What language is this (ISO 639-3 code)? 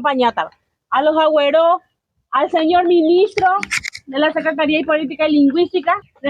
grn